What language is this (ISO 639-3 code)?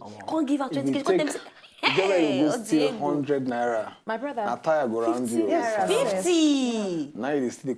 pcm